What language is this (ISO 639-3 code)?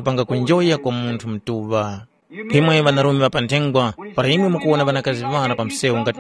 tum